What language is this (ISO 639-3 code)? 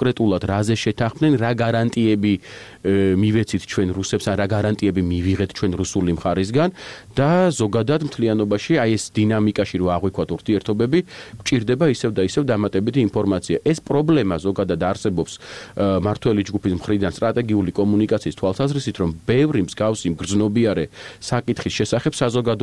kat